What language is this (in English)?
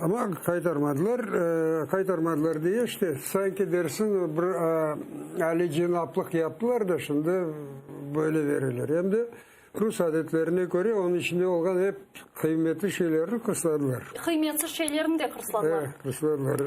Crimean Tatar